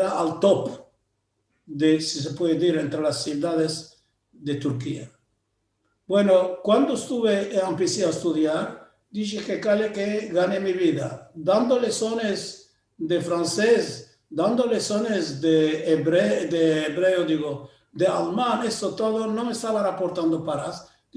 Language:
Ladino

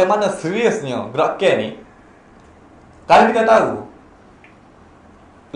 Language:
Malay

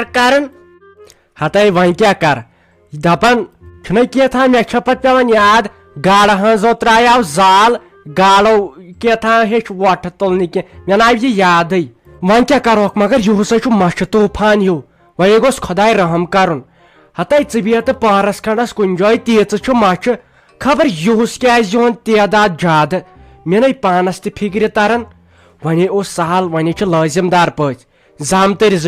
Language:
Kashmiri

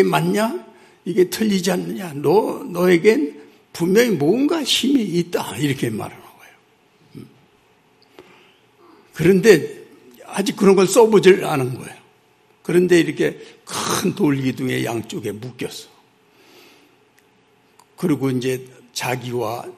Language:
Korean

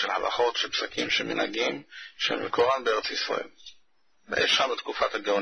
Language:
Hebrew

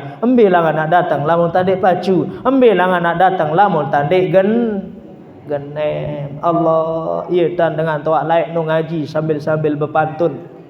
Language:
Sasak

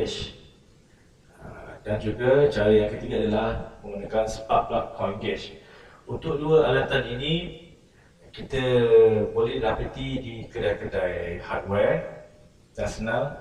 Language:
Malay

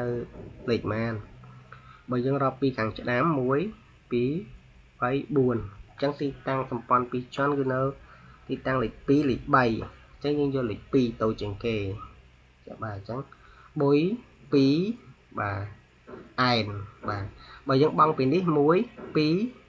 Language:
Khmer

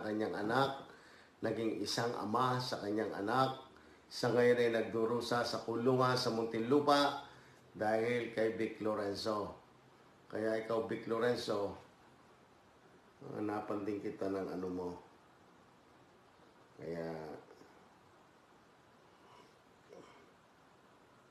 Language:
Filipino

